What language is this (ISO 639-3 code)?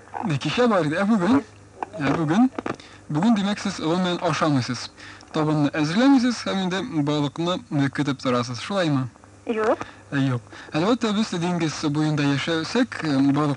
tat